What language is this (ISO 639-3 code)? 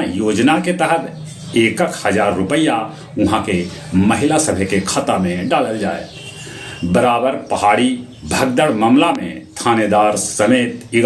mag